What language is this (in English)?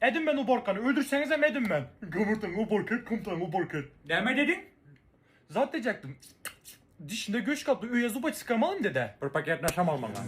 Turkmen